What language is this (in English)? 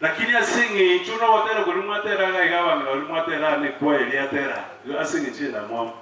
Gusii